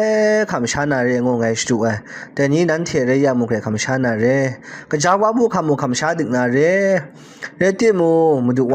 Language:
Kachin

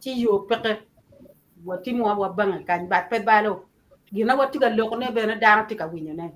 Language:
Acoli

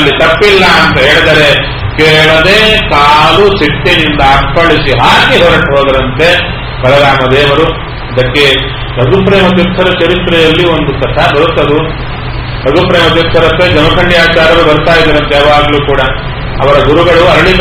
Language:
Kannada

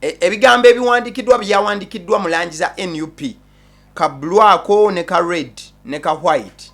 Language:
Ganda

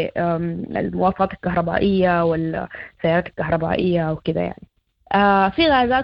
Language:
Sudanese Arabic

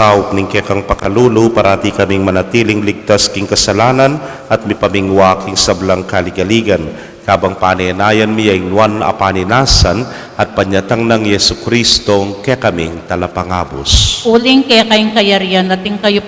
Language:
Pampanga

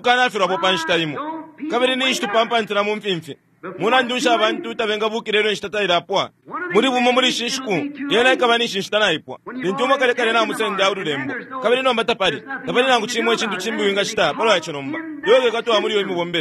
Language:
Bemba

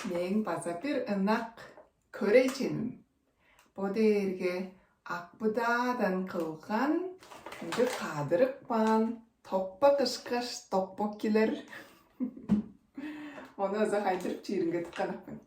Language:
Tuvinian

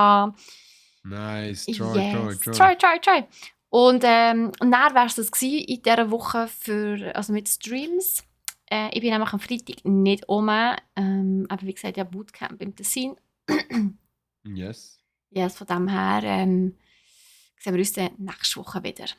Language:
Swiss German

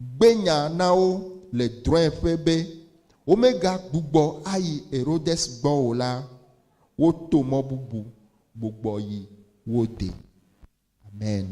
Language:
Ewe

